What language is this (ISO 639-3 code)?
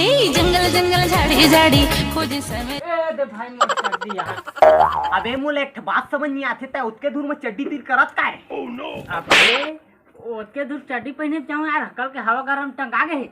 hne